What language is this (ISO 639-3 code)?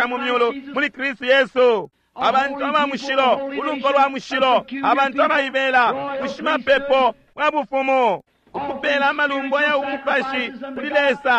bem